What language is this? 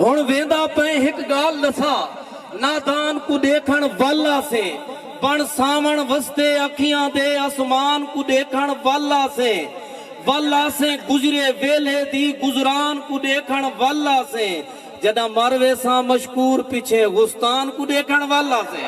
Saraiki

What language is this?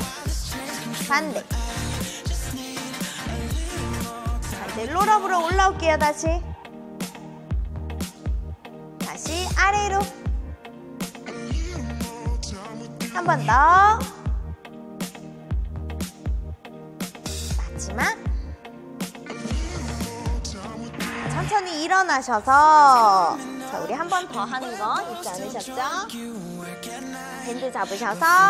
Korean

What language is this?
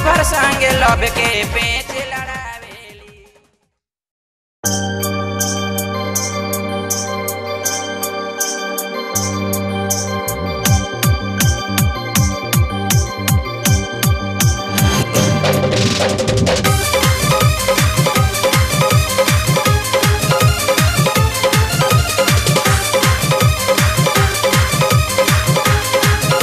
Bhojpuri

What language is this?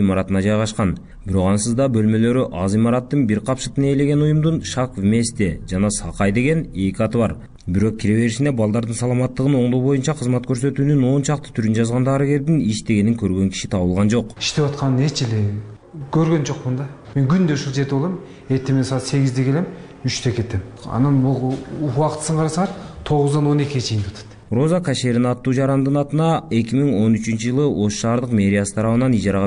Kyrgyz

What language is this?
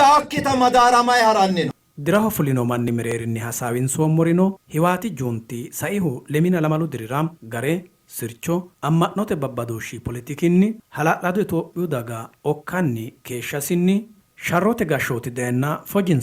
Sidamo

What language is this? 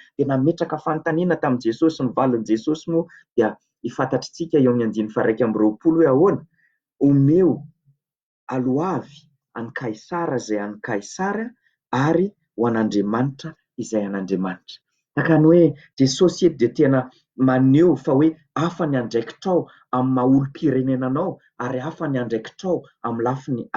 Malagasy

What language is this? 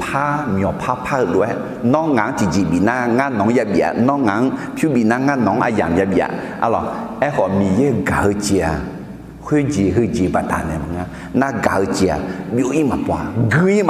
Akha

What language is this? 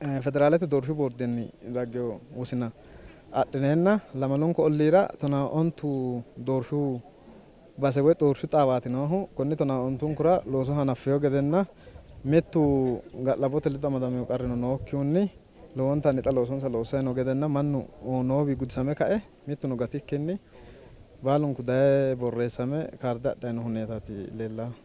Sidamo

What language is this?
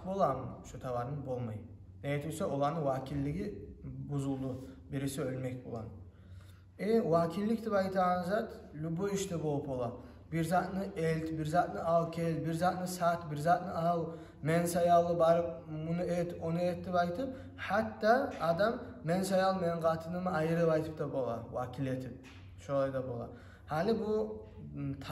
Kumyk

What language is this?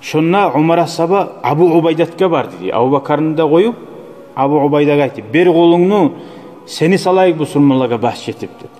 Kumyk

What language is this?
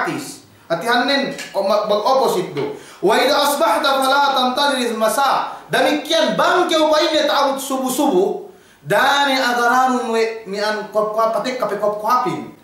Yakan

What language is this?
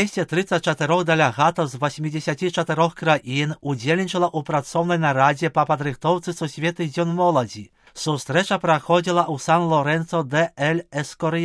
Belarusian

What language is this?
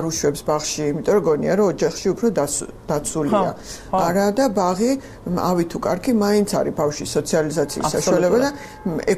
Georgian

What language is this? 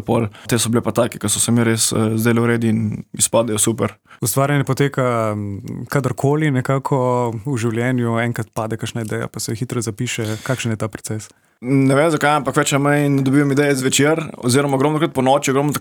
Slovenian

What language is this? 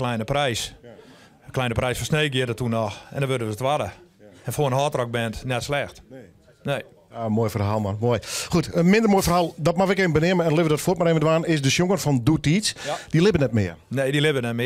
Western Frisian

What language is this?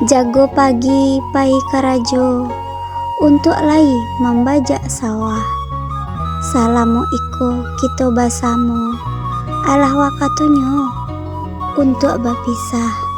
Minangkabau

